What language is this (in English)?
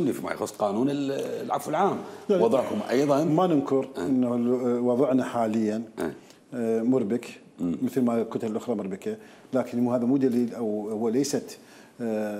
Mesopotamian Arabic